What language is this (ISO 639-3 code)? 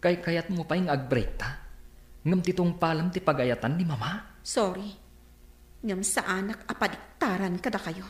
ilo